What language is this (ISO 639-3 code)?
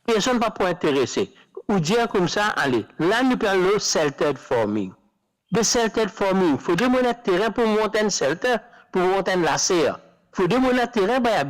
mfe